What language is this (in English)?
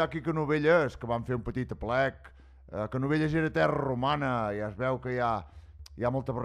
Catalan